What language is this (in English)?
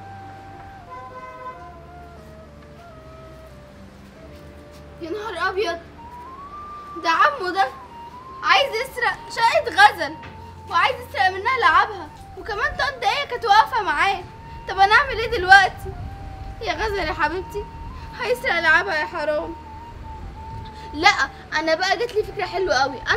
Egyptian Arabic